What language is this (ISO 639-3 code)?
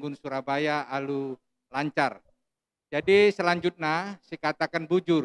btx